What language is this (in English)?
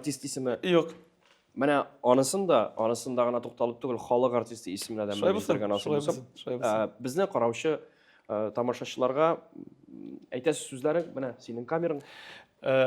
Tatar